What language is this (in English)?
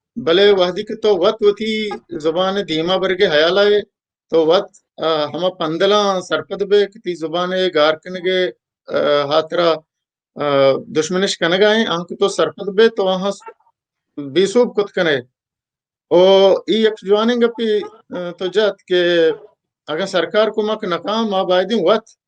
Baluchi